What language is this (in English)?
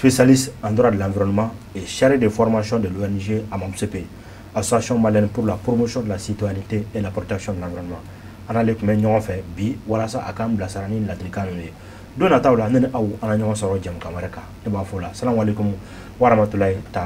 Bambara